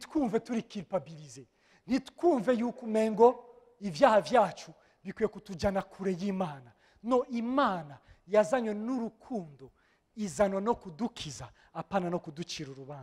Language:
Rundi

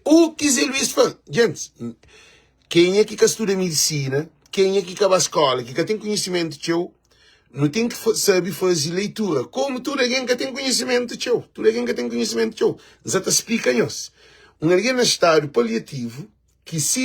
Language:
Kabuverdianu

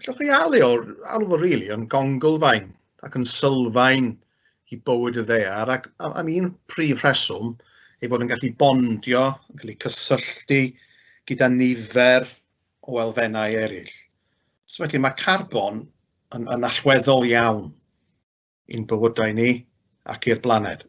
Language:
Welsh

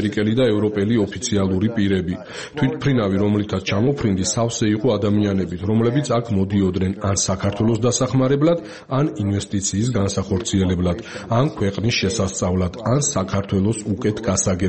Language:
Georgian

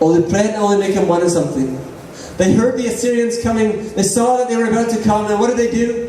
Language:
Tok Pisin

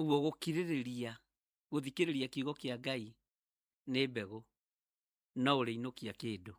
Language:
Kikuyu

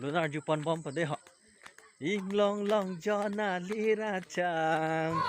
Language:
Karbi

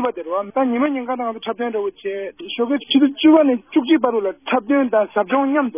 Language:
Tibetan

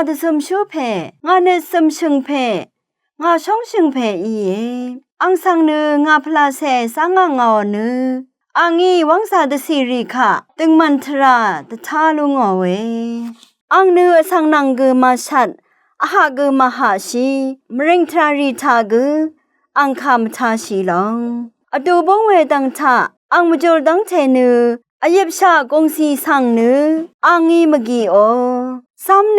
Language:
Rawang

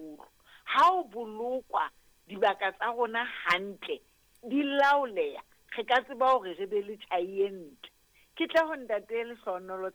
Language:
Southern Sotho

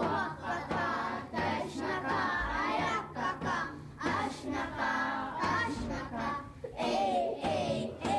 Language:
Central Yupik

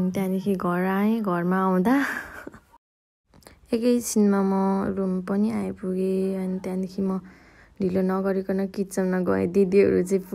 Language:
Nepali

